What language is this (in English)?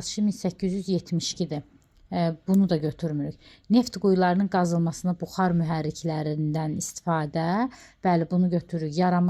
Azerbaijani